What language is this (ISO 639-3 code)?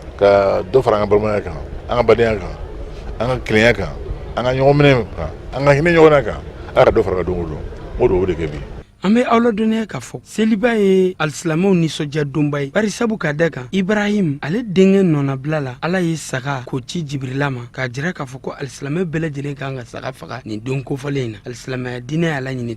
bam